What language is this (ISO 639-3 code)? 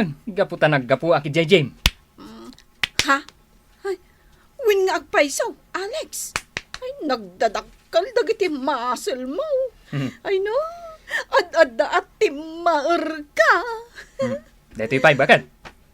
ilo